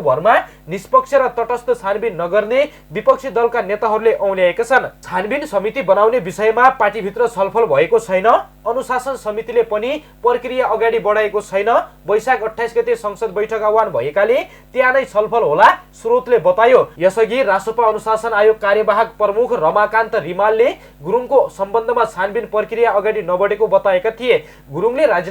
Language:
Nepali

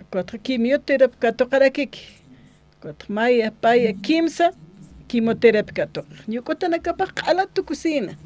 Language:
Aymara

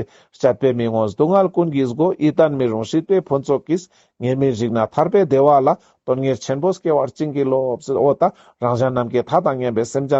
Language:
Ladakhi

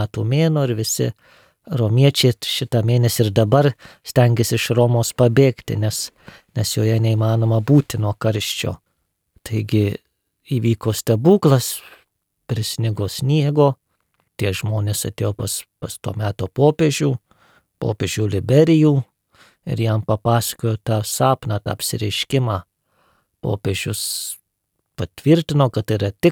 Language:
Lithuanian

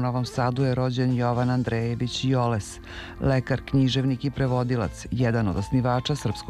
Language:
Serbian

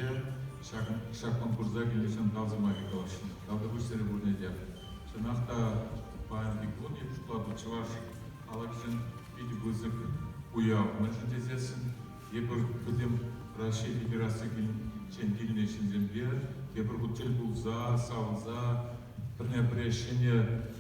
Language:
Chuvash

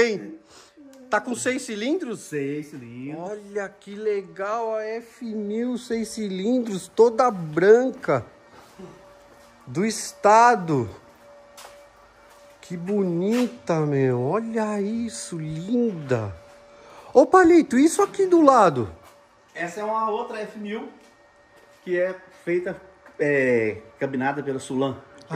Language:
Portuguese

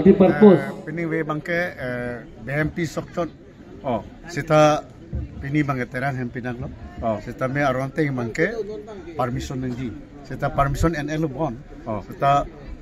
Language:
Karbi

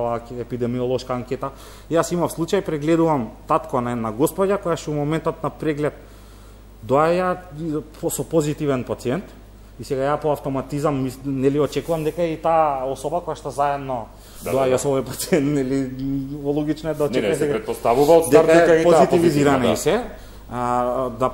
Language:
Macedonian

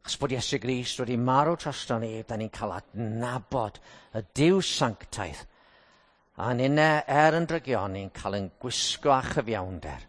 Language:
Welsh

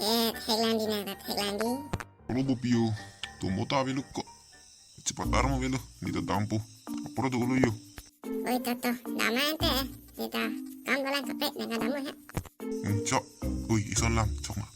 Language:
Karbi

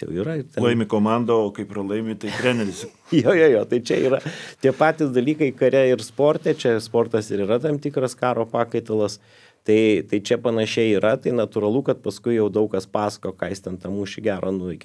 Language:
Lithuanian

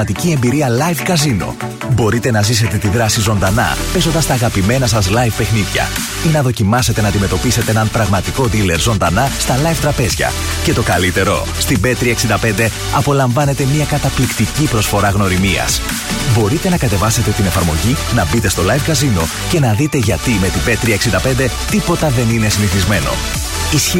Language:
Greek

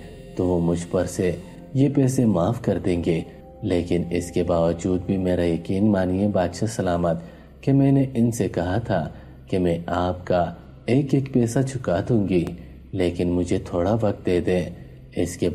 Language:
Urdu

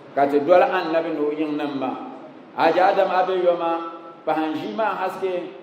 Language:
Dagbani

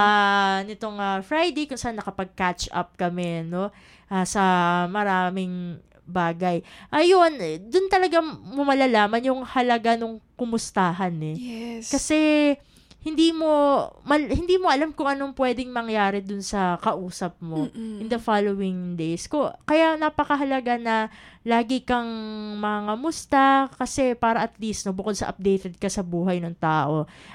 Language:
Filipino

